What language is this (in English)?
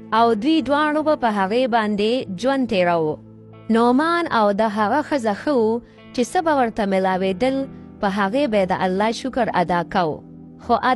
Pashto